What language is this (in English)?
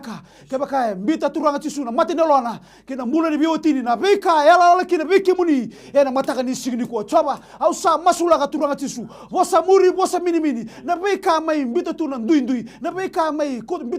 Fijian